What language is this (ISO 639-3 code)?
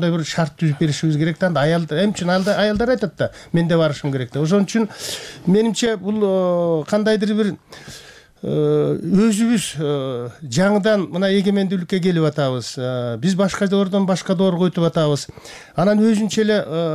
kir